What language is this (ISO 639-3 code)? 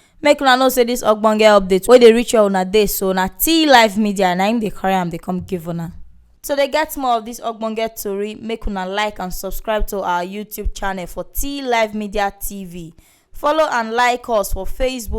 pcm